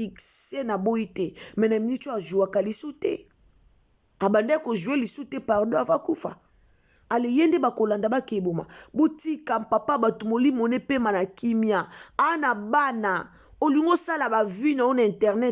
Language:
Lingala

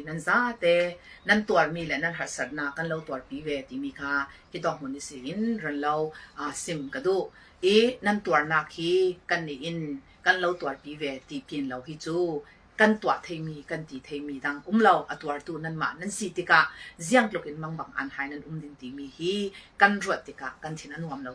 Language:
Falam Chin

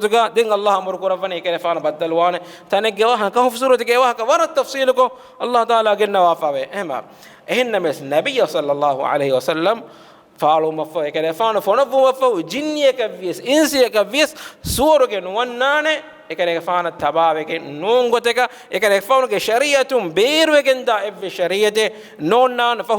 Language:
Divehi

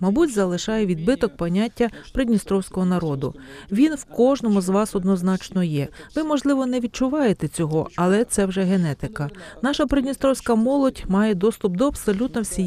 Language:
Ukrainian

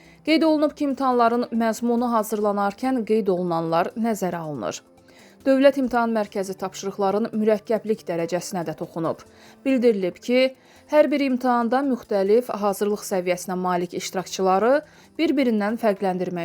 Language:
Azerbaijani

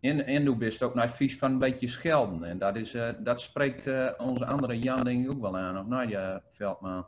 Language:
Gronings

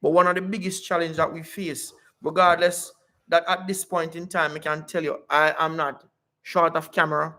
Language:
Jamaican Creole English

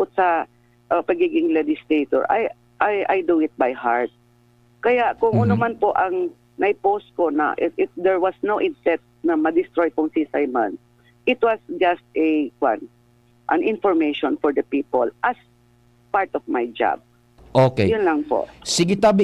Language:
Bikol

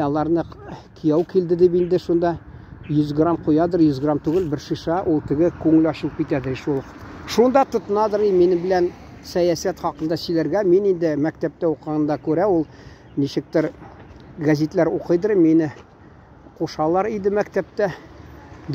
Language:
Tatar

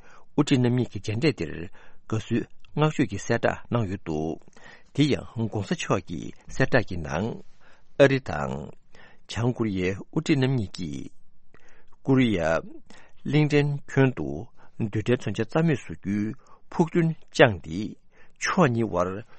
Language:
Tibetan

